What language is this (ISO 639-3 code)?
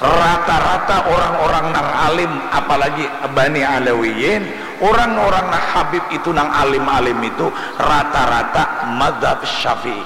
bjn